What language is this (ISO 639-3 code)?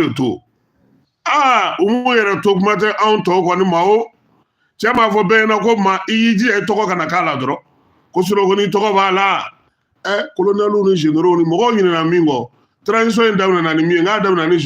bam